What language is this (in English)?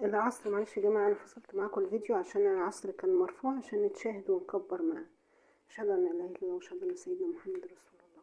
Egyptian Arabic